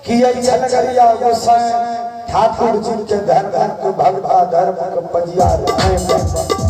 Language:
Maithili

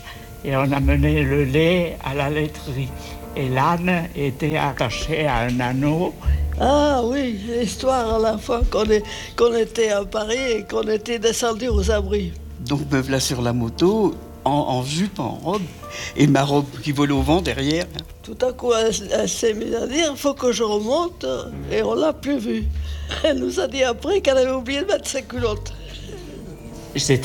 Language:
French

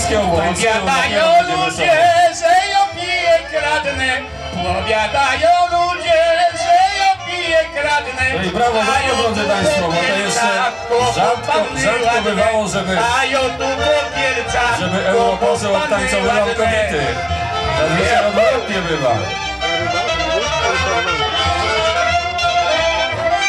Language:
Polish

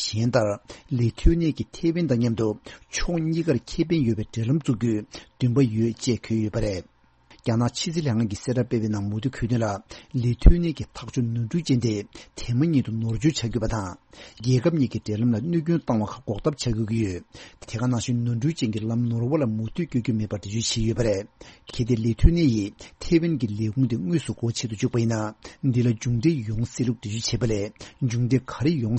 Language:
Tibetan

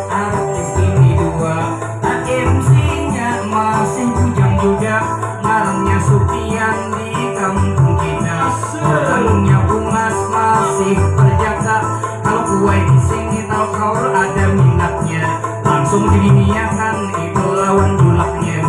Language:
Banjar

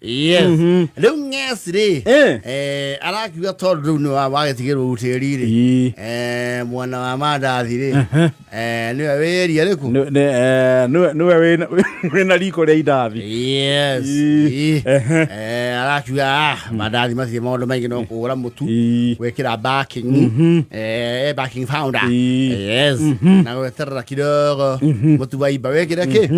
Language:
Kikuyu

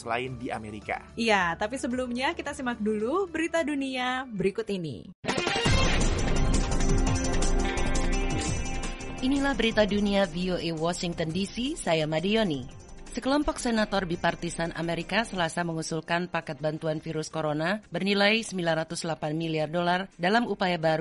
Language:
Indonesian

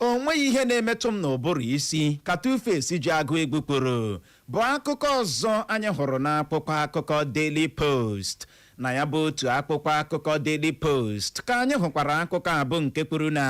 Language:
Igbo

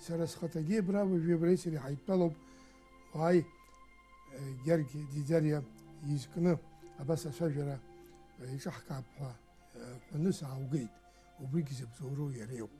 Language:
Abkhazian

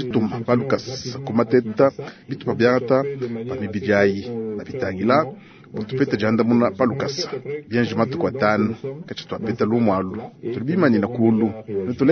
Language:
Luba-Lulua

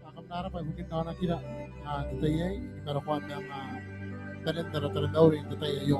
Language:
Gilbertese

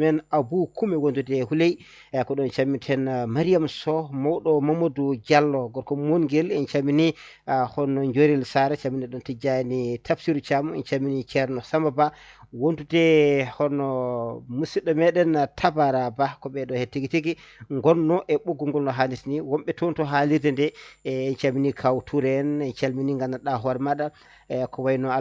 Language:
Fula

